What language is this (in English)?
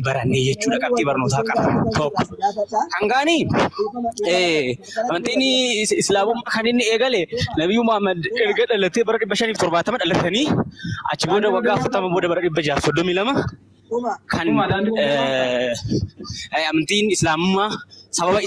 Oromo